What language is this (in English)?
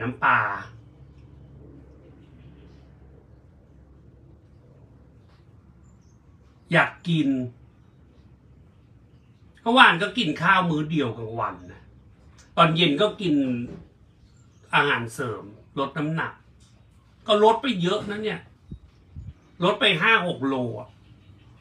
Thai